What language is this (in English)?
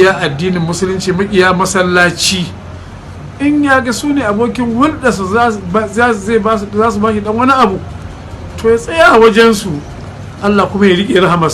Hausa